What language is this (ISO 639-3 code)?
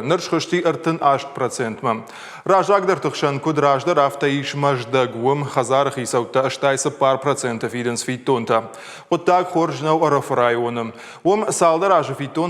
oss